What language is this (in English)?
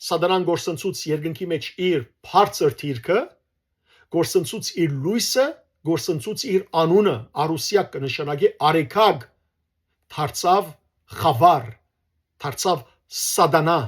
Western Armenian